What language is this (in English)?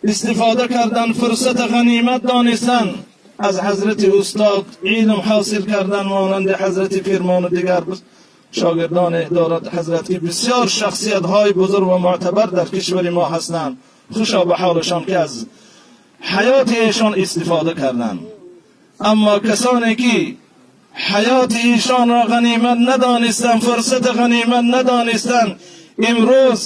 Tajik